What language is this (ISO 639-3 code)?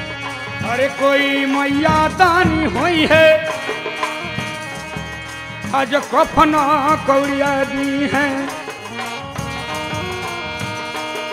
bho